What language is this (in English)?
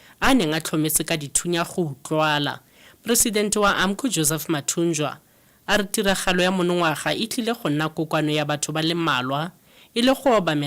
Tswana